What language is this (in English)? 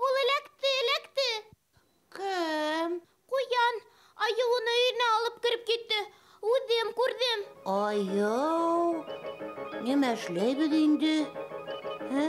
Bashkir